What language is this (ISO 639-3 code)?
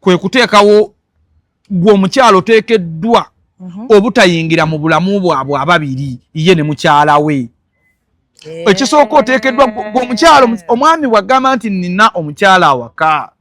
lug